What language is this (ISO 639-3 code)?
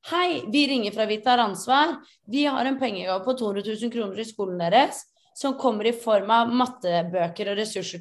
nor